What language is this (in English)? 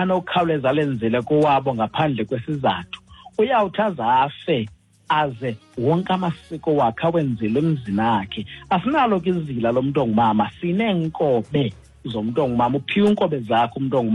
Xhosa